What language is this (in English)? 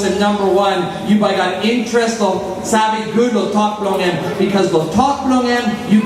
Tok Pisin